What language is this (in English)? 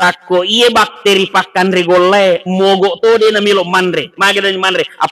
Buginese